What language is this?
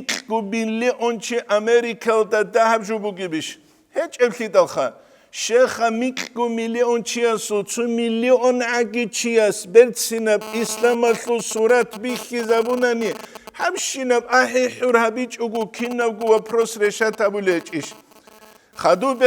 Avaric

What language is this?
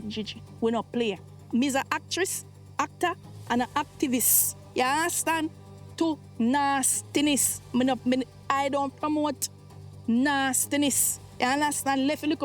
Jamaican Creole English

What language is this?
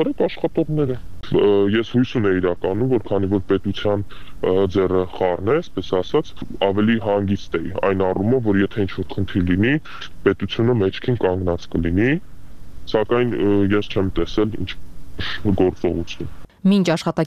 Armenian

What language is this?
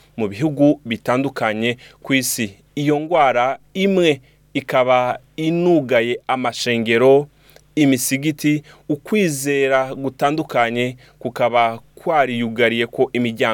Rundi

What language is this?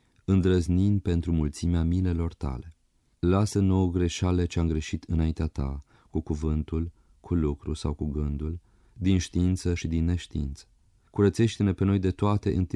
Romanian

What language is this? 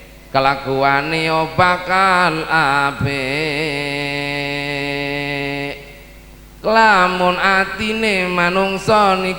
Madurese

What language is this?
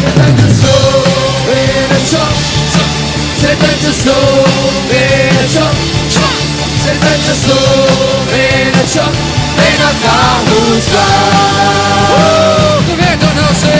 Hakha Chin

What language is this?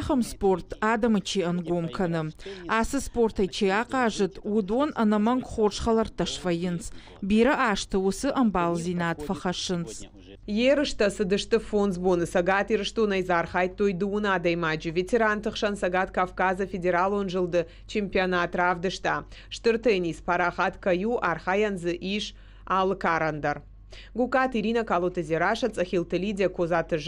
Ossetic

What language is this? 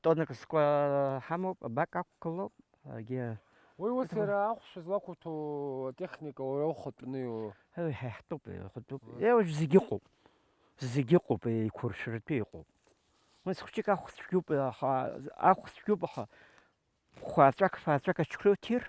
Abkhazian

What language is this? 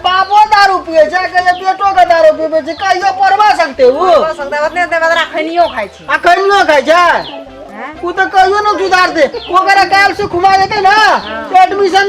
Maithili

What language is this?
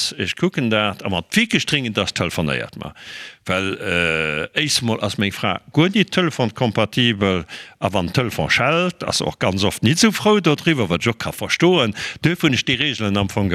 Luxembourgish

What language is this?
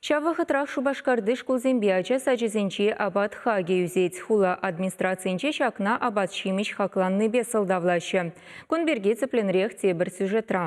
Chuvash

